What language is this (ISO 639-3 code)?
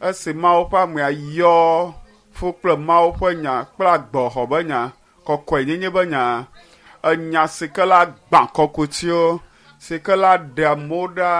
ewe